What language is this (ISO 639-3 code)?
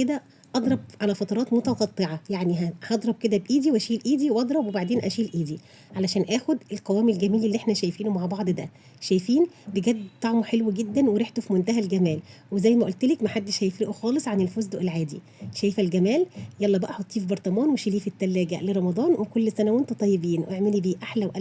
arz